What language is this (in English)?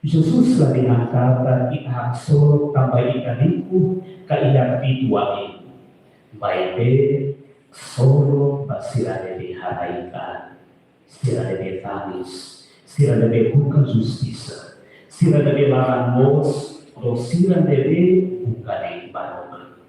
Tetum